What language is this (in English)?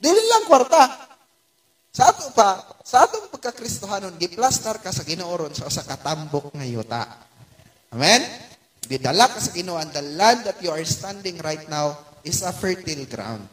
Cebuano